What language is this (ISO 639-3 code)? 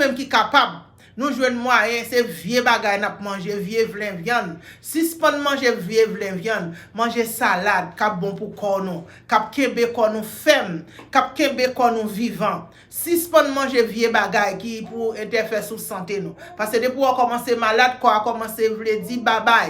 hat